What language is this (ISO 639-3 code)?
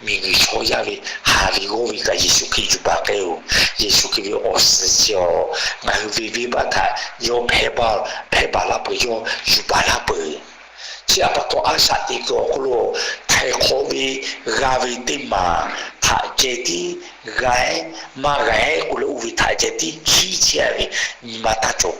lhu